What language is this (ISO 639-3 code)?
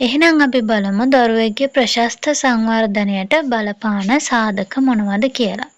sin